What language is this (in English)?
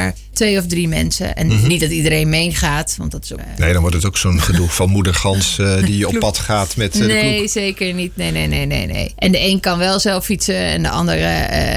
Dutch